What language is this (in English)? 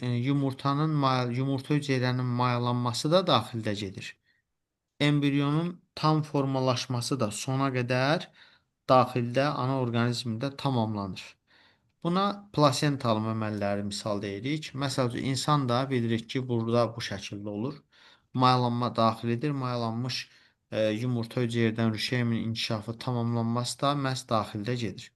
Azerbaijani